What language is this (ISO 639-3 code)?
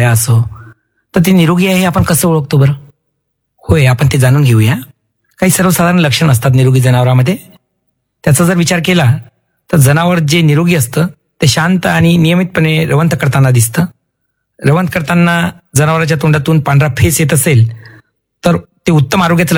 mar